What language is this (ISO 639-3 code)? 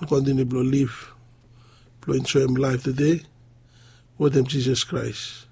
bis